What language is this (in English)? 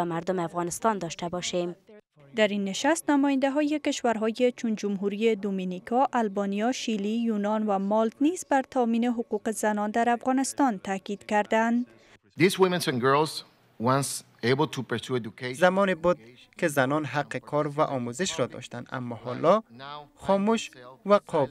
Persian